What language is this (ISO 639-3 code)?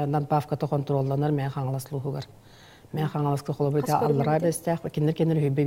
sah